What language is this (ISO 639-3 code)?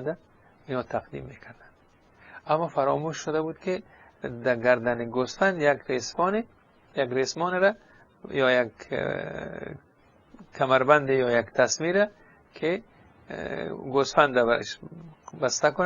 fas